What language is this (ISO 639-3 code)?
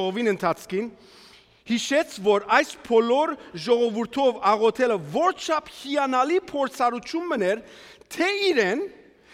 hyw